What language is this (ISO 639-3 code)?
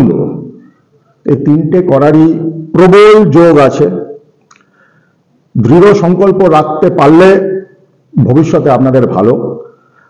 ben